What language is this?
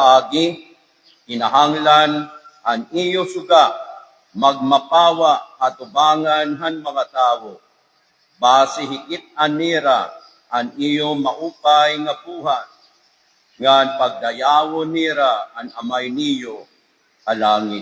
Waray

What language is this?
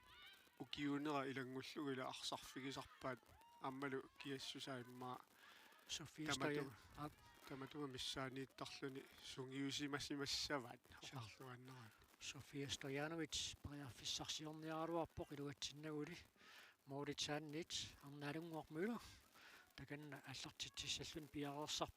Kalaallisut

